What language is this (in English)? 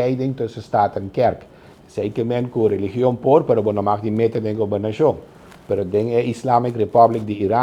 Papiamento